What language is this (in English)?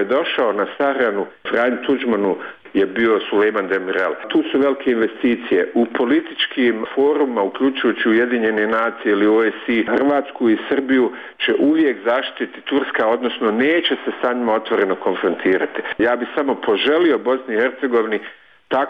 Bosnian